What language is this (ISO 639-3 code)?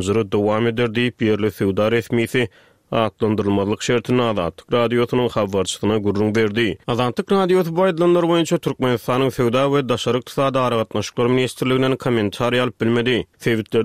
tuk